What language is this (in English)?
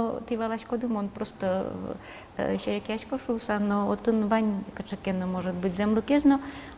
Udmurt